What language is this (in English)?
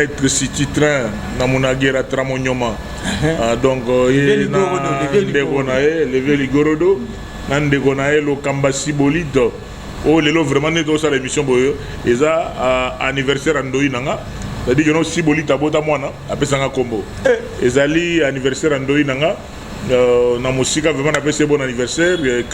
Lingala